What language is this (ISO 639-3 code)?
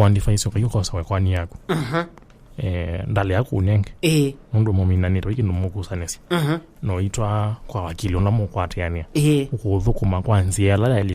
kam